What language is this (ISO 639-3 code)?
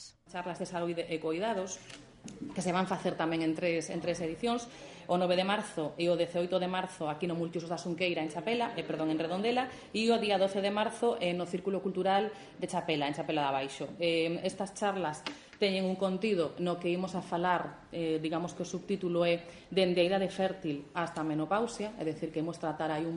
glg